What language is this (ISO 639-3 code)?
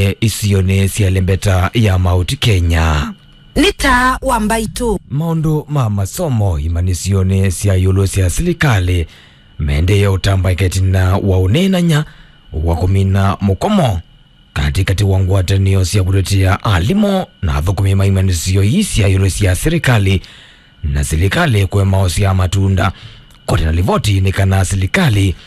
kam